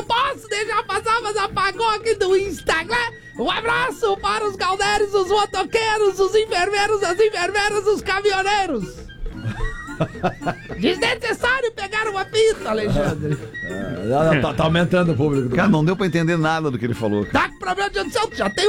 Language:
Portuguese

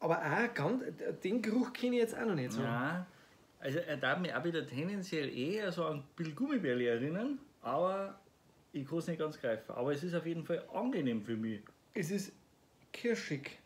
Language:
Bavarian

